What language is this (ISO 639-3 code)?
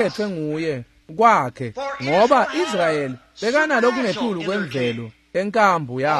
ssw